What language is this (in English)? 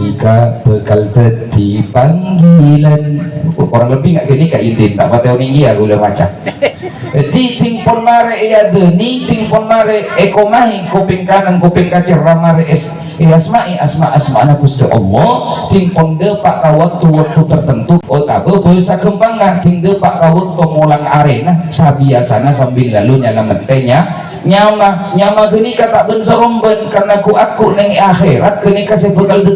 Madurese